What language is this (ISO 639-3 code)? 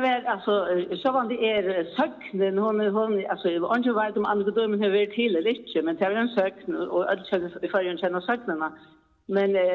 fao